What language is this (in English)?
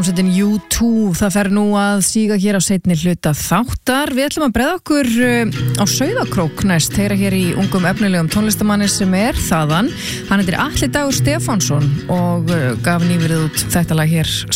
Icelandic